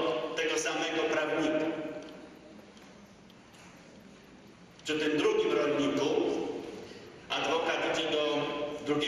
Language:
Polish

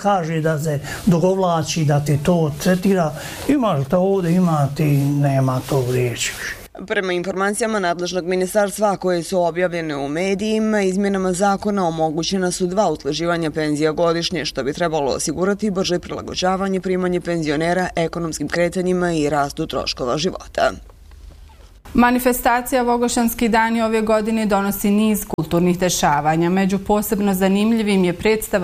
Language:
Bosnian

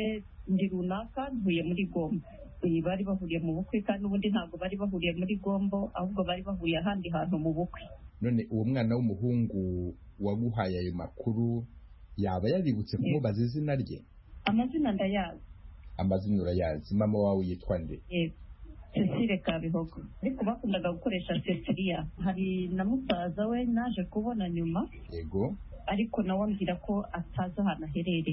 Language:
Kinyarwanda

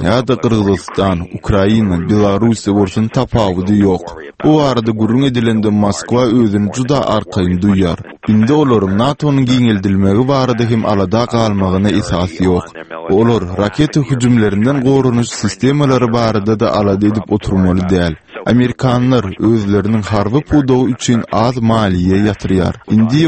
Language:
Turkmen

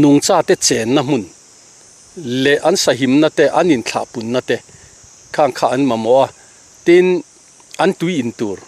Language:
Mizo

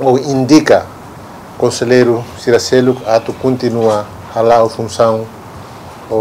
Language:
Tetum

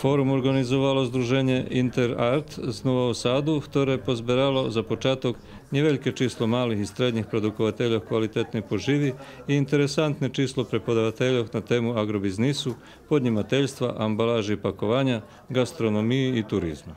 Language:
Rusyn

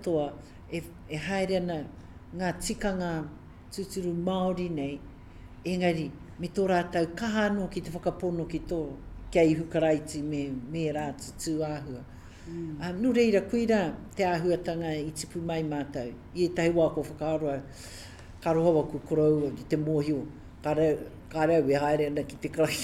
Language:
Māori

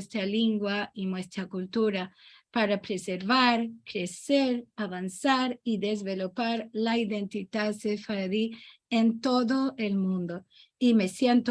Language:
Ladino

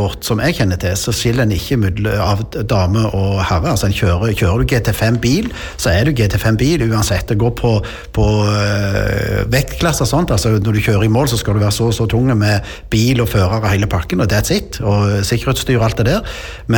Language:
Norwegian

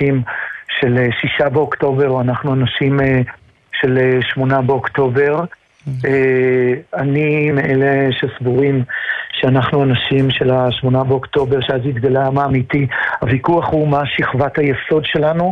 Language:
Hebrew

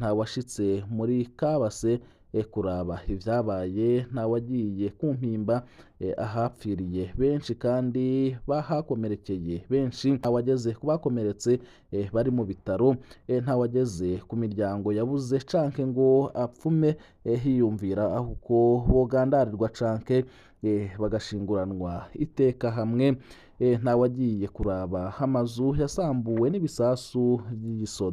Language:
Rundi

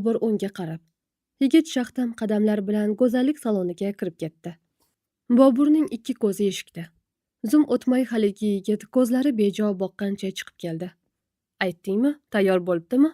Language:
Uzbek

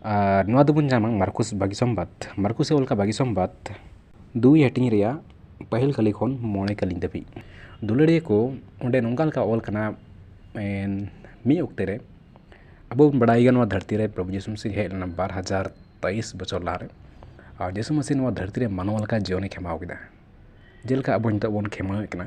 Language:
Santali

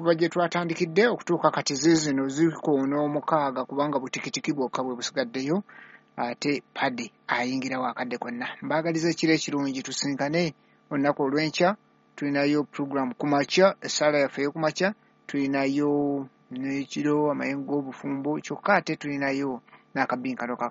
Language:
Ganda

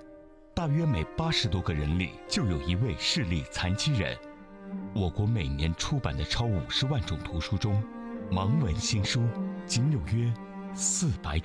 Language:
Chinese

